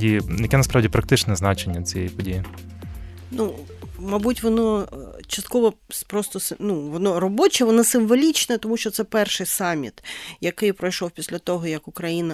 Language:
Ukrainian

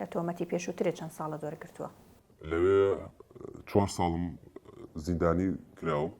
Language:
Central Kurdish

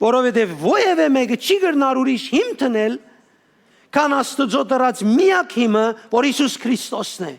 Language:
Western Armenian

